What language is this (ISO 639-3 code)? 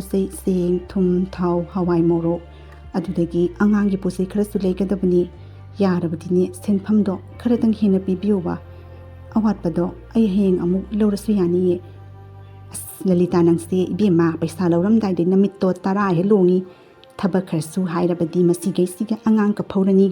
mni